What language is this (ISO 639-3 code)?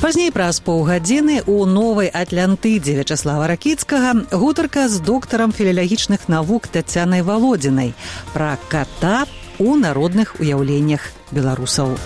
bel